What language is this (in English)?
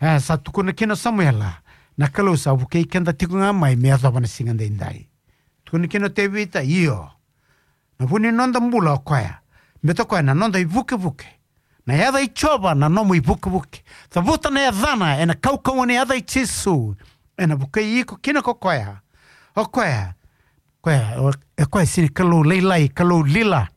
Fijian